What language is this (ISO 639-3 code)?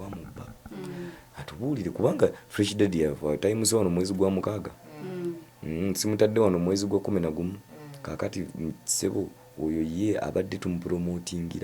lug